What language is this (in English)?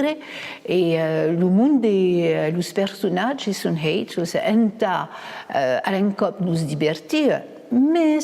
Occitan